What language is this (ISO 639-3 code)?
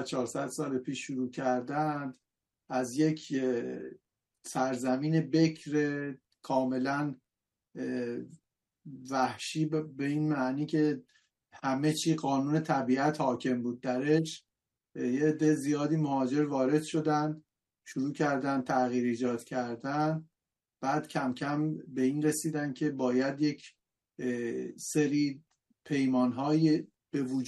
fas